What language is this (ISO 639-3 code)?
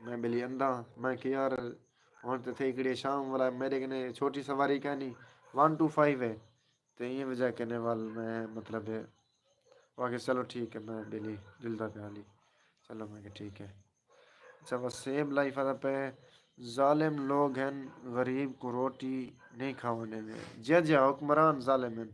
skr